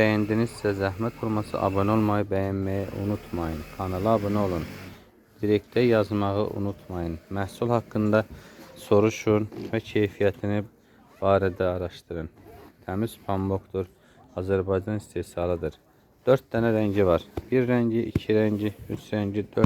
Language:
Azerbaijani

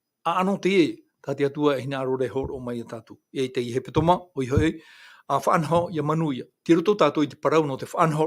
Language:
Tahitian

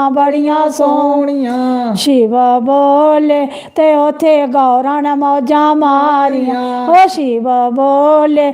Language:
Dogri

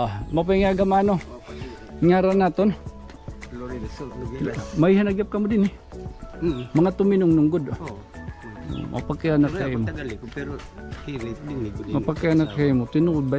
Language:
Waray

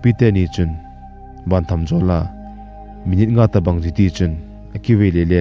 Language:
Thado Chin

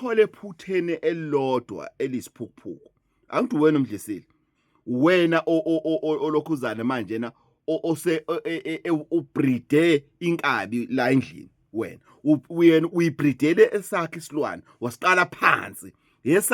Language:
Zulu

